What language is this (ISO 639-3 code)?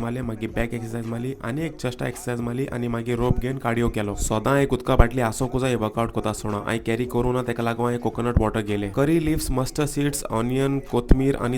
kok